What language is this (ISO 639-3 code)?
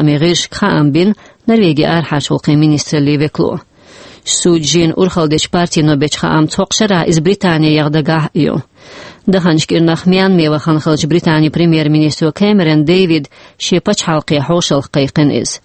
che